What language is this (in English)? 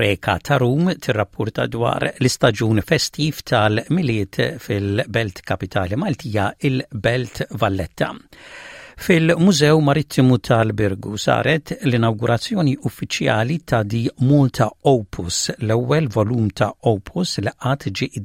Maltese